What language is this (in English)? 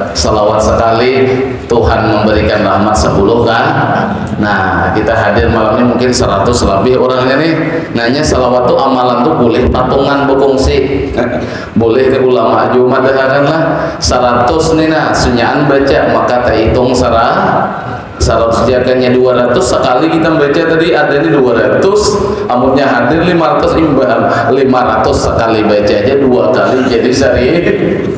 Banjar